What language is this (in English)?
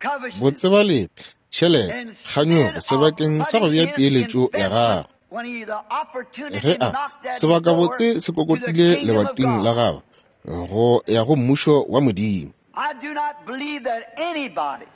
Northern Sotho